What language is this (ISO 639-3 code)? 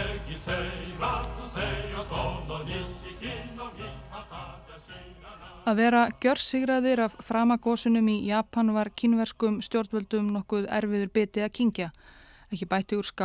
isl